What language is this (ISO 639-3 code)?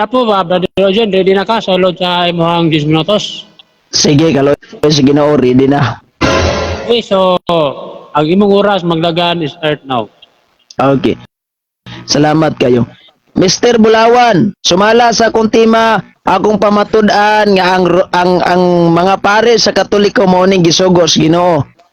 ceb